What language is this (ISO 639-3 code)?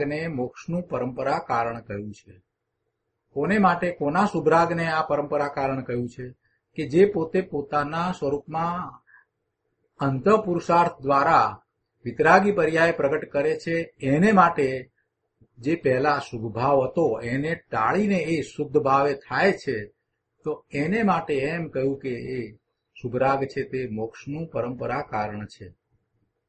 guj